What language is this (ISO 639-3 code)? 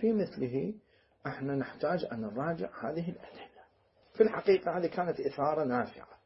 acm